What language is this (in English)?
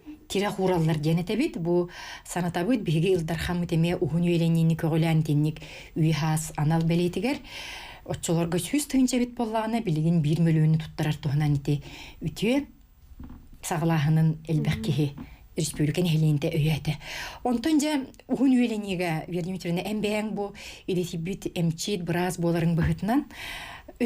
Yakut